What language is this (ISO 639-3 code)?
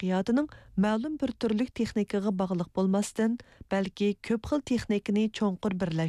uig